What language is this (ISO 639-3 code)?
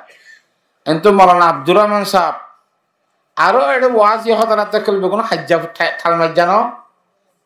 rhg